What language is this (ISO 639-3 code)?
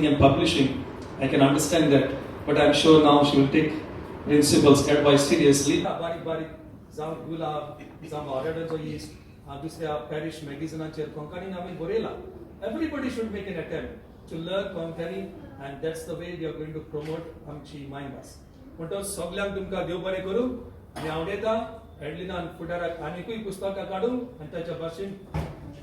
kok